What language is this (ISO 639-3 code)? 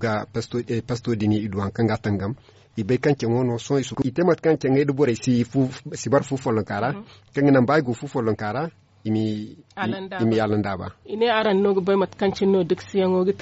dje